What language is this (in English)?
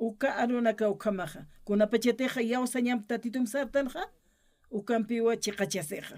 Aymara